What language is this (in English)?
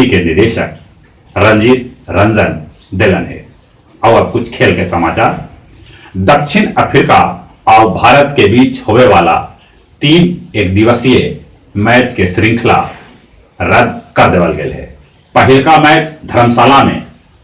Magahi